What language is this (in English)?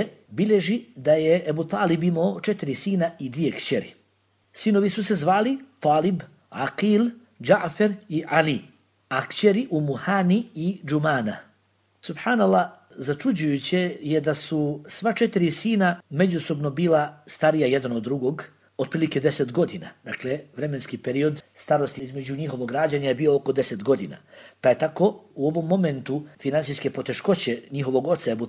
Bosnian